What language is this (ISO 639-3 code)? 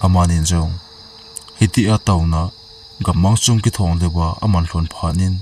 tcz